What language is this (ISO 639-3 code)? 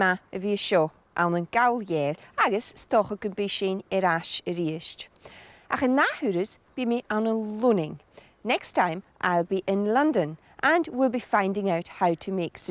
gla